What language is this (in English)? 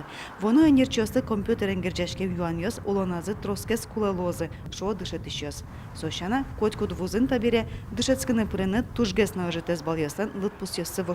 Udmurt